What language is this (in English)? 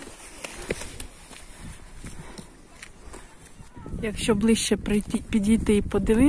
Ukrainian